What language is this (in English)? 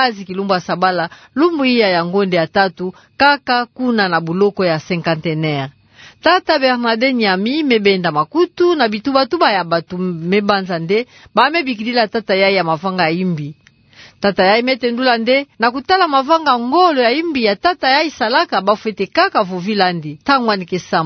Kituba (Democratic Republic of Congo)